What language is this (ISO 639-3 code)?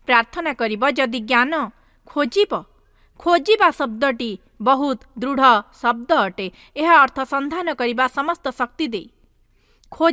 ori